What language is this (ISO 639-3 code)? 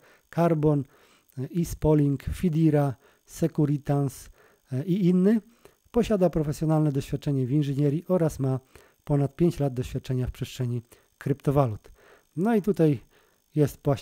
pol